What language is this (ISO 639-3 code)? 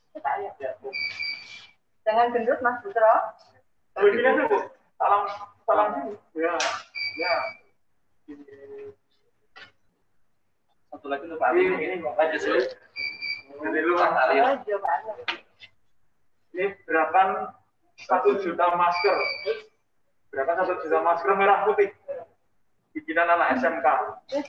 ind